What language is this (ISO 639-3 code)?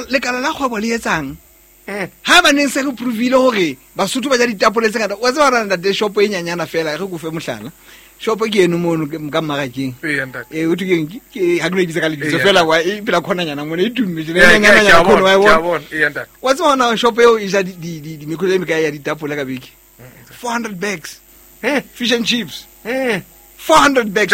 sot